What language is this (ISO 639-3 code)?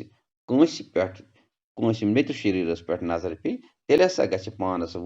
kas